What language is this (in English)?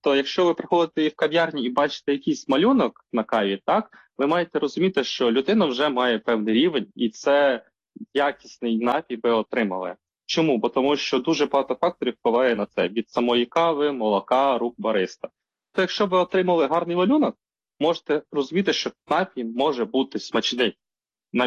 Ukrainian